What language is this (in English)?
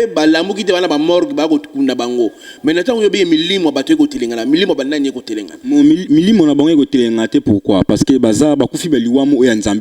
Lingala